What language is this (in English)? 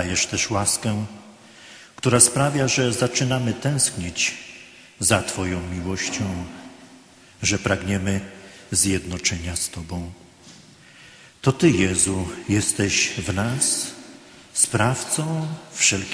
Polish